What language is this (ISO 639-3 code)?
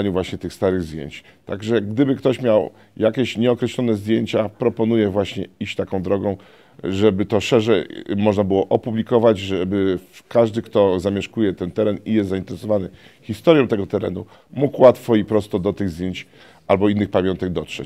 pol